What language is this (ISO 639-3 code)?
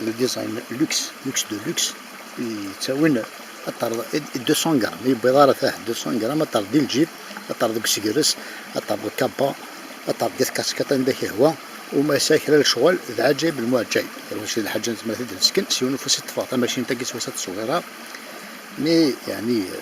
kab